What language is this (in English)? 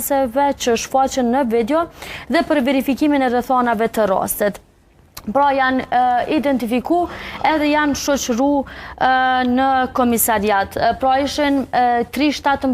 Albanian